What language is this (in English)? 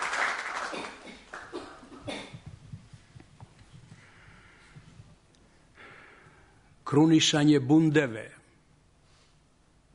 Serbian